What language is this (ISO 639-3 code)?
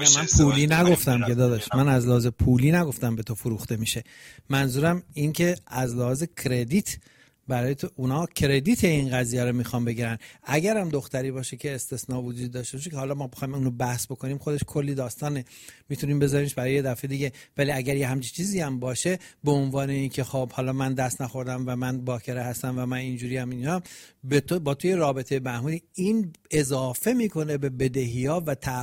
fas